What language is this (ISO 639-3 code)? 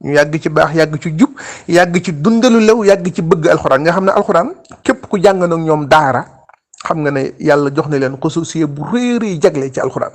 wol